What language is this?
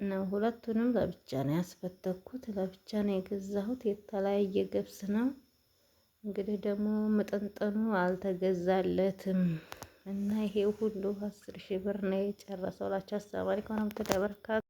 Amharic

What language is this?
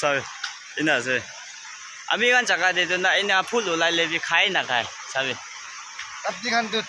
Naga Pidgin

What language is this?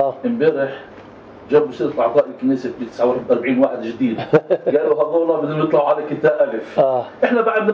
North Levantine Arabic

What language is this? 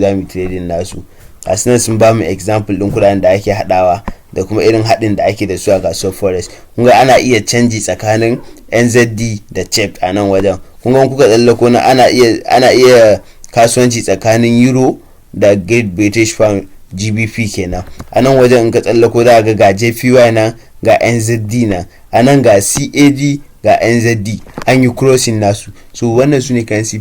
Hausa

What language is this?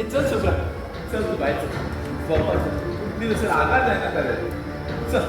Konkani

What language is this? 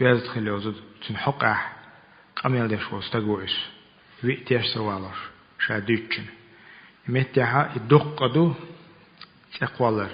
Chechen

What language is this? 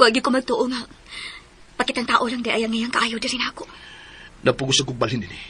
Cebuano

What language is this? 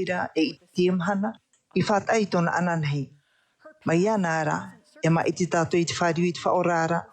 Tahitian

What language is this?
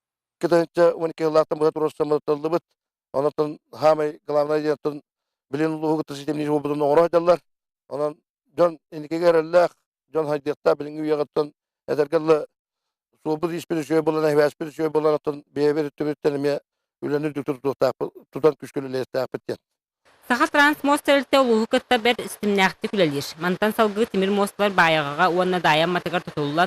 Yakut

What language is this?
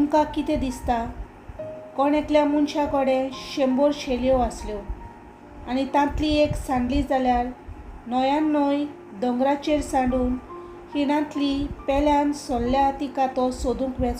Konkani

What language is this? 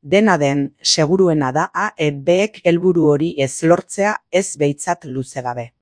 Basque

